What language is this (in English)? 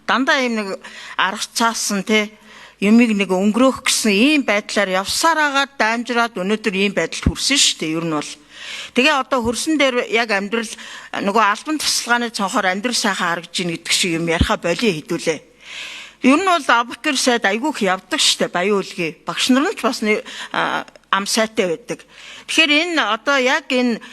Mongolian